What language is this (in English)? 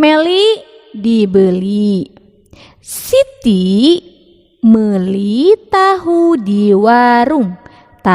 Sundanese